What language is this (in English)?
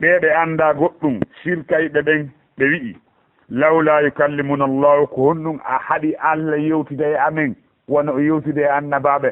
Fula